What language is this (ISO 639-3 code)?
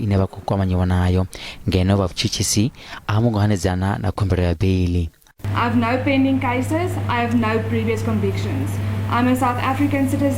ven